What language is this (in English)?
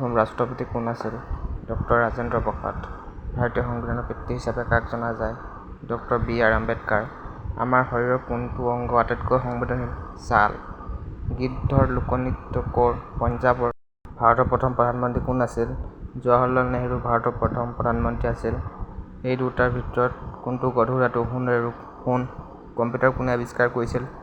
Assamese